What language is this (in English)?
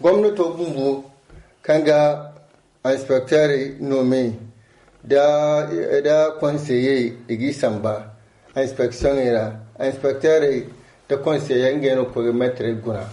Zarma